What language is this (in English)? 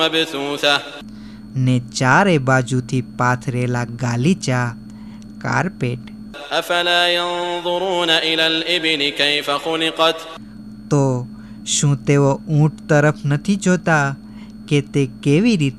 Gujarati